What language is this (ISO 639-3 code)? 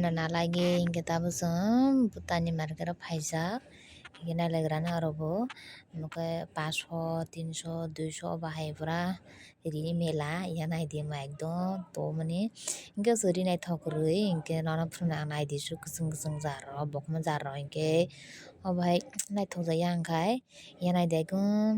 trp